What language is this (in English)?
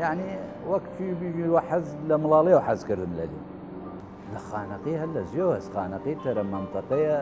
Southern Kurdish